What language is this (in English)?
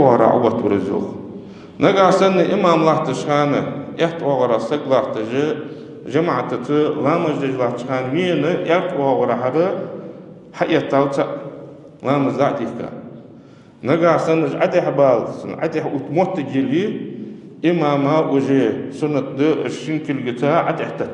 Ingush